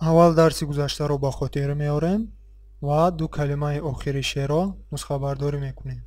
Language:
Tajik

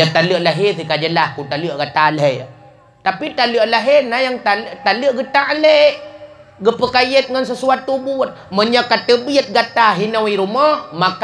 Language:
Achinese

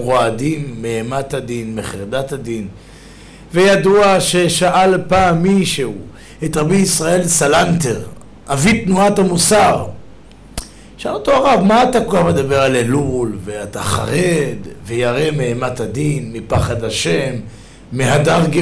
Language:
Hebrew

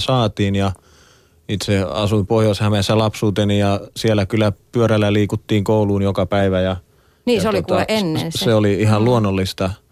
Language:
Finnish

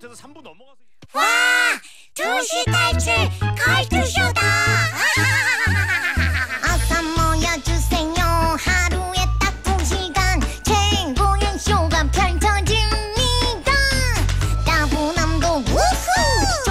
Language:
Korean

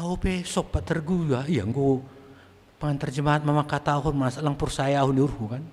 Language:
Batak Simalungun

